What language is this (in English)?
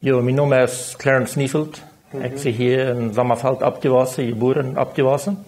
Plautdietsch